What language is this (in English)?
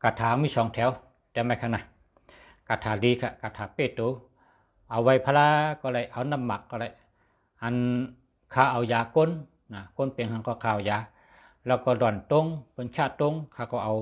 Shan